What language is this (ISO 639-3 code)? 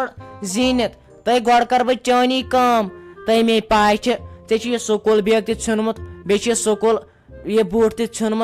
kas